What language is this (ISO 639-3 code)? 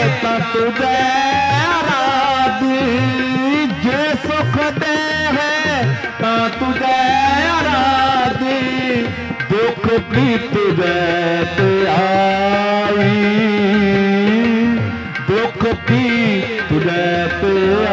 pan